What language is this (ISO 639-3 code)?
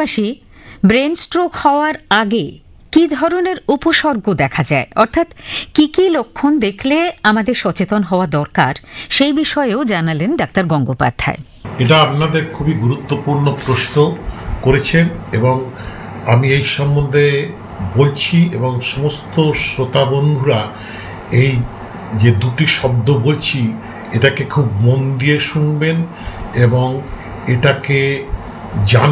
ben